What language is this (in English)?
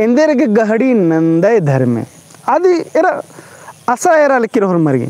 Kurukh